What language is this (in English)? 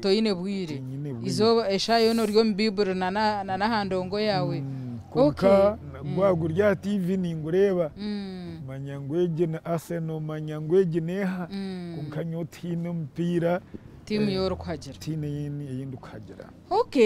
Nyankole